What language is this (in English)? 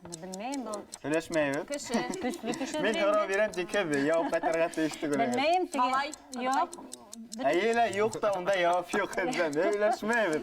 Bashkir